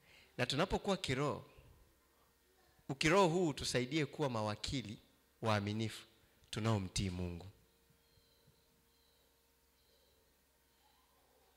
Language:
Swahili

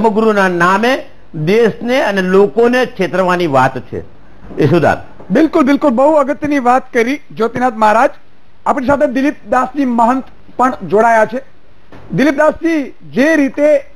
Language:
Gujarati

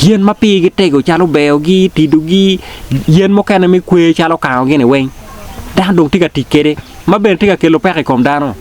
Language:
Acoli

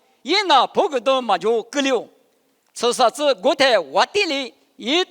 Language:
Lisu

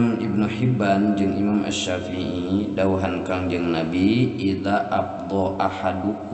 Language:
Sundanese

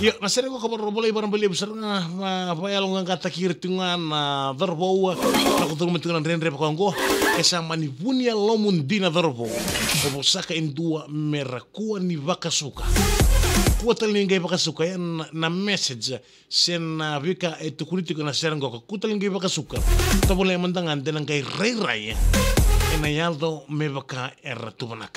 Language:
Fijian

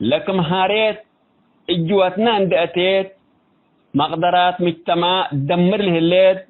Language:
Tigre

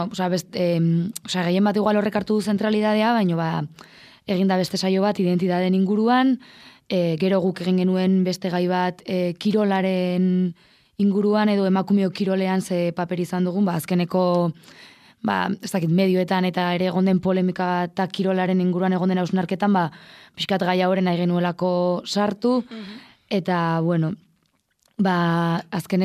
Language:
Basque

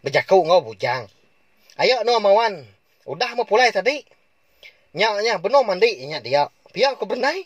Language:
Iban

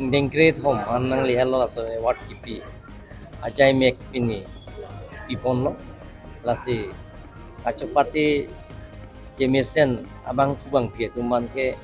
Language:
Karbi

